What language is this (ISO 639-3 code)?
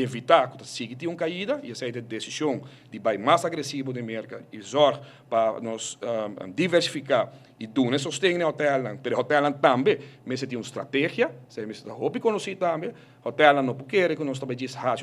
pap